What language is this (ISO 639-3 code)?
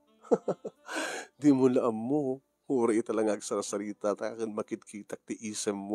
ilo